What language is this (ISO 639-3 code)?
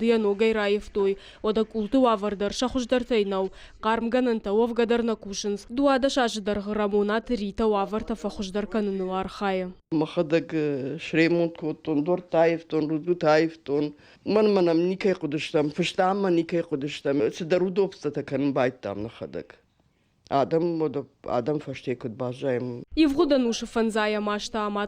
oss